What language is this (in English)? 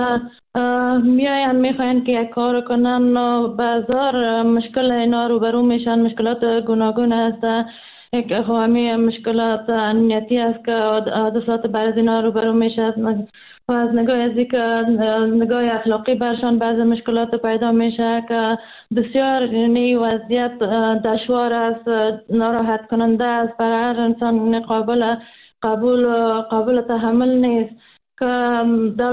Persian